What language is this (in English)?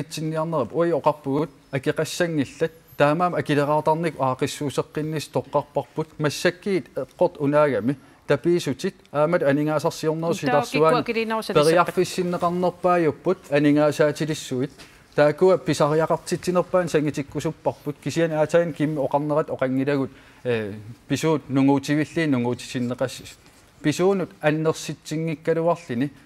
Kalaallisut